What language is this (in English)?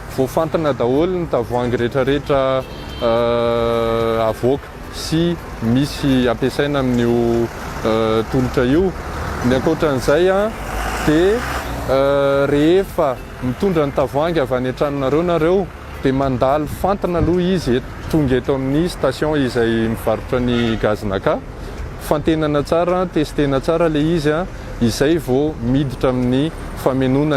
Malagasy